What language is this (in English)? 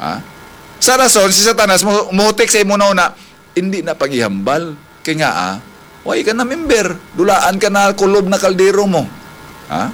Hiligaynon